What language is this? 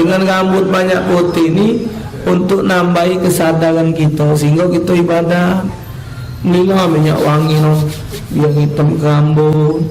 Musi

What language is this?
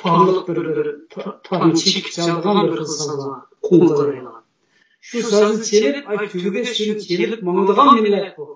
Uyghur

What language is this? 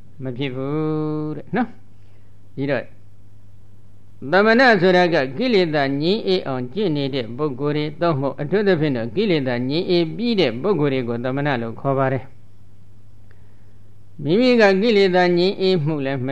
Burmese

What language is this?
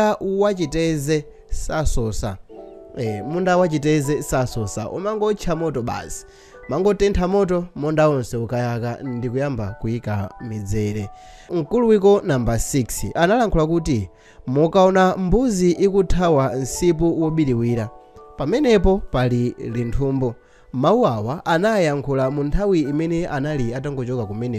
Nyanja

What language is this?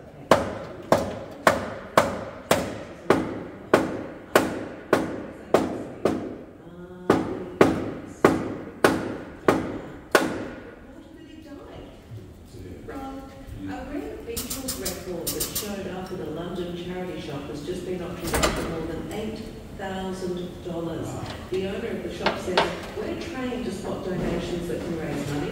English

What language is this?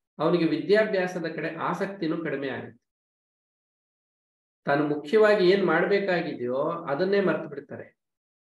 Kannada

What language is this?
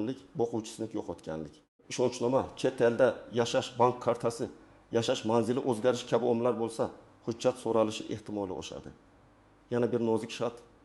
Uzbek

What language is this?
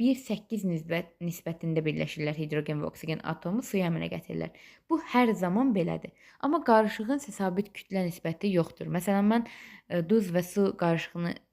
Azerbaijani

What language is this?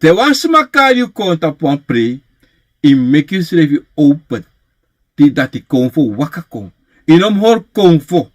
Sranan Tongo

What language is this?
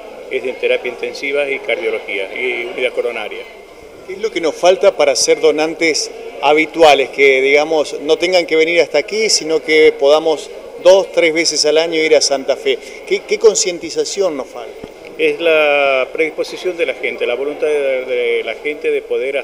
Spanish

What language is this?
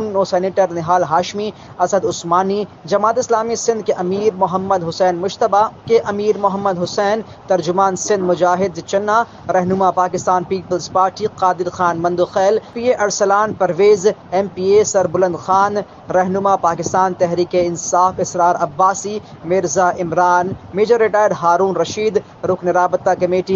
Urdu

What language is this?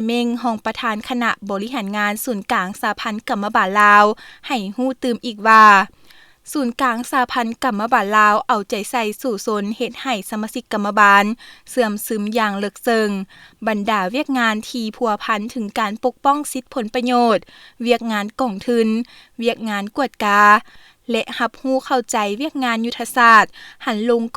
Lao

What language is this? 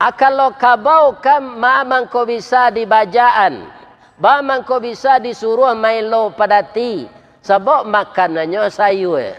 Minangkabau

